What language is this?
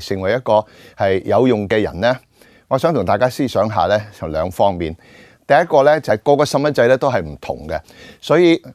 Cantonese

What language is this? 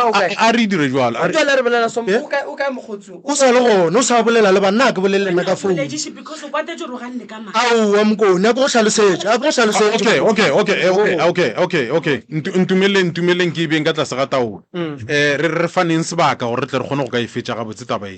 Northern Sotho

